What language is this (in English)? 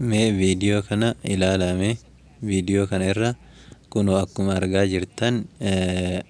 Oromo